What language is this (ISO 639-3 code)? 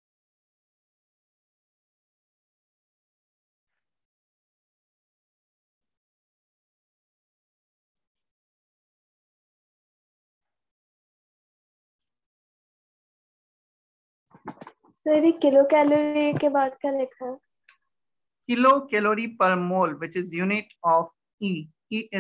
hin